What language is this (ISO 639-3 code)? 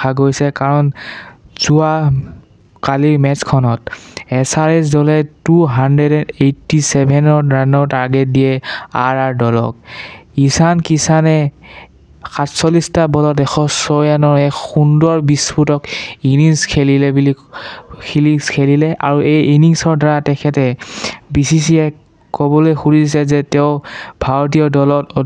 asm